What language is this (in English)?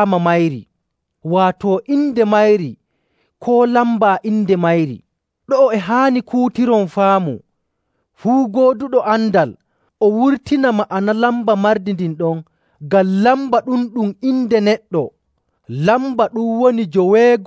Nigerian Fulfulde